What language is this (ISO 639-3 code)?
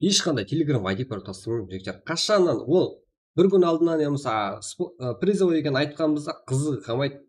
kaa